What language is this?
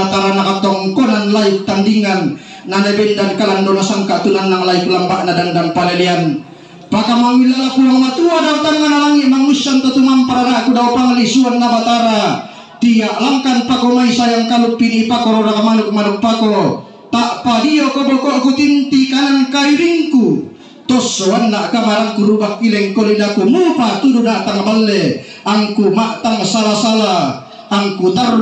Toraja-Sa'dan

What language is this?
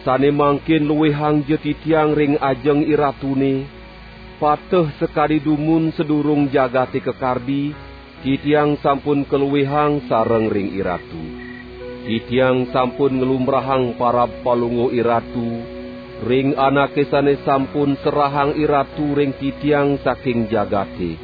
Balinese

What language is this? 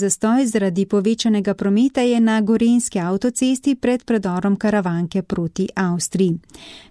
Slovenian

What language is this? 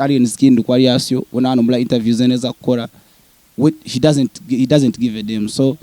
Nyankole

